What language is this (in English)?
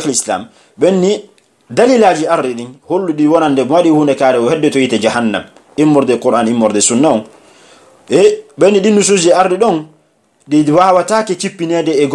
Pular